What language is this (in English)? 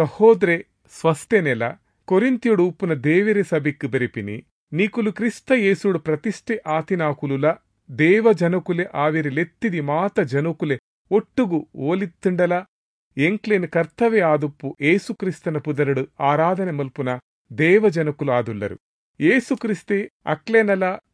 Tulu